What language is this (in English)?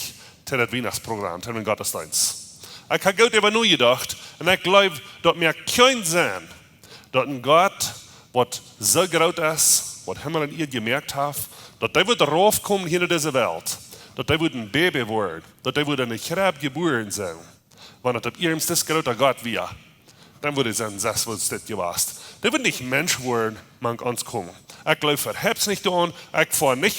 Plautdietsch